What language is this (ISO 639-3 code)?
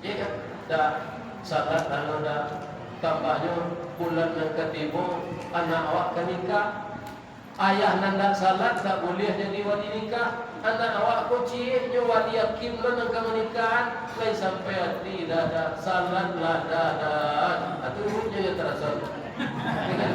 min